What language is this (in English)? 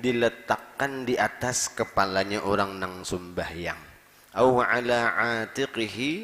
Banjar